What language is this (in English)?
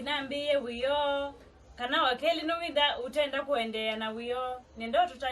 Kamba